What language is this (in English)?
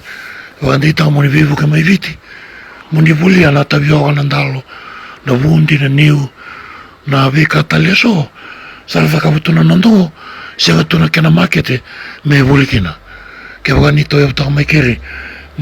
Fijian